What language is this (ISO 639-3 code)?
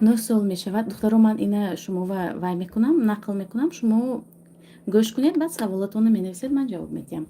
tgk